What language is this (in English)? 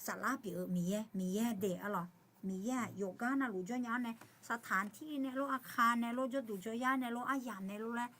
Akha